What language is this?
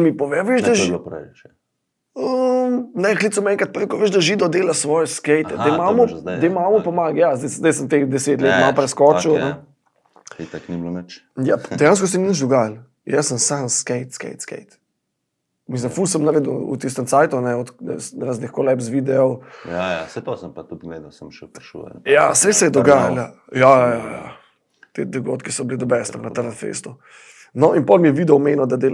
Slovenian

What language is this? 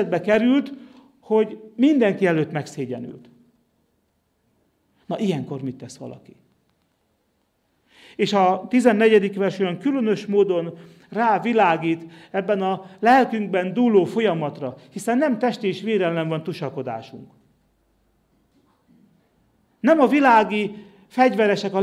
Hungarian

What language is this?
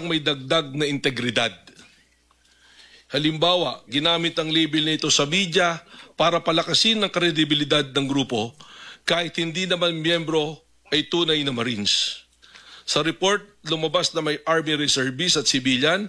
Filipino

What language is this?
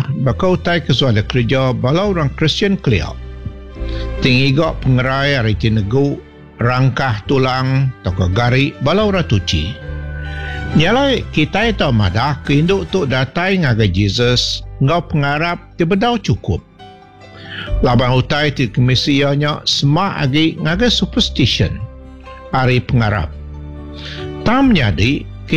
Iban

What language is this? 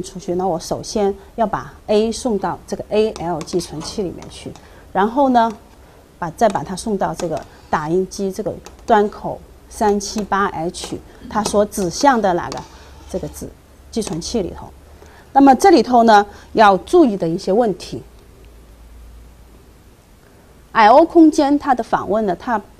Chinese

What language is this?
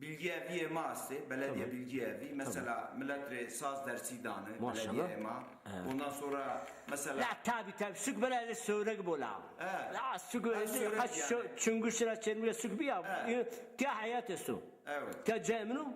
Zaza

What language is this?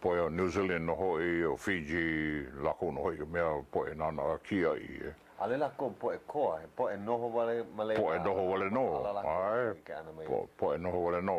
Hawaiian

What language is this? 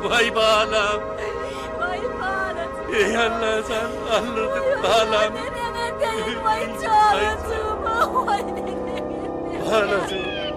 Turkmen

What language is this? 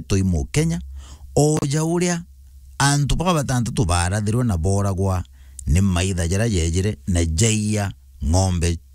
Meru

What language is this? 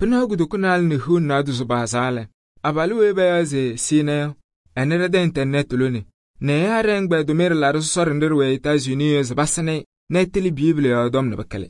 Kabiyè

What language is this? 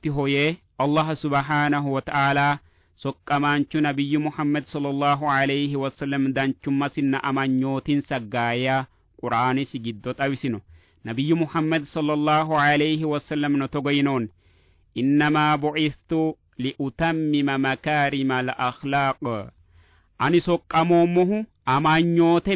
Sidamo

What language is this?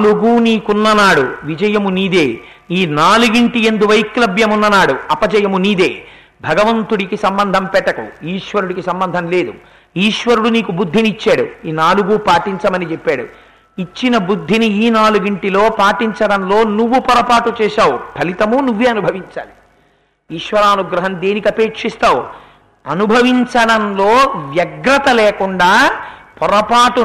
Telugu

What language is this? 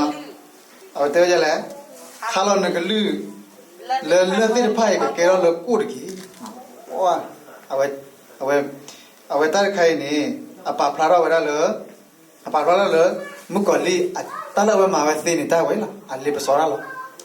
S'gaw Karen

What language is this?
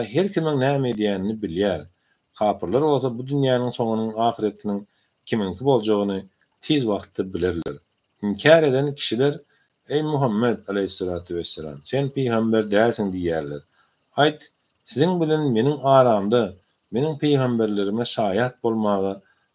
Turkmen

